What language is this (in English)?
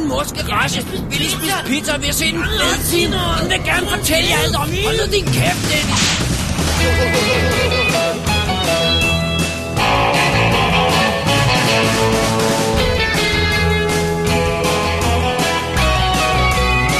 Danish